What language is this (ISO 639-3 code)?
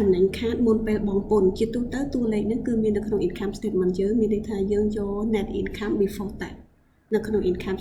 khm